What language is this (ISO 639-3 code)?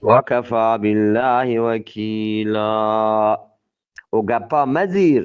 bgp